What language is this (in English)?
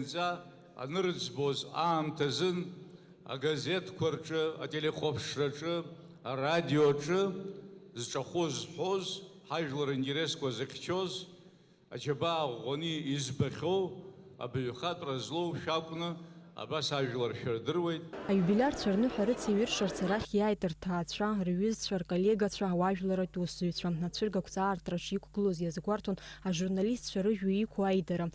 Abkhazian